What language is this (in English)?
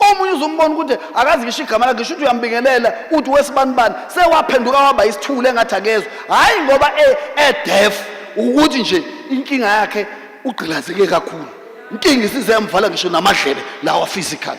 Zulu